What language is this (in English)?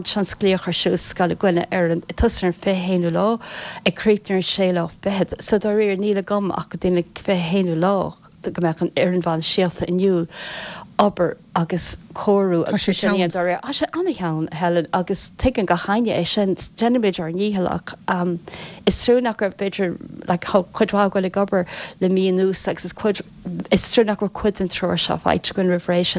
Irish